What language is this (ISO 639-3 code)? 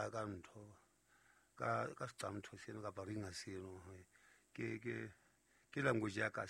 sot